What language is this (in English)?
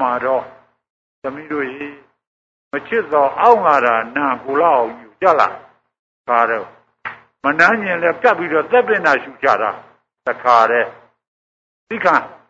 Burmese